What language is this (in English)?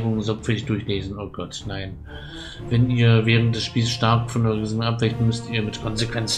German